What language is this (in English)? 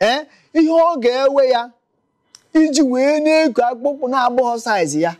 Igbo